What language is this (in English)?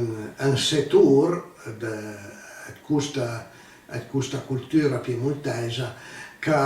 Piedmontese